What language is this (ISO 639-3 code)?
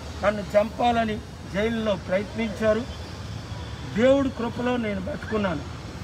tel